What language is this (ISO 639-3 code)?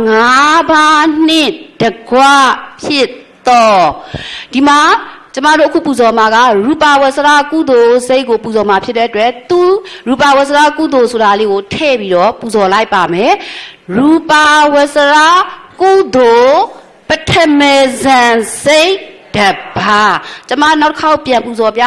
mya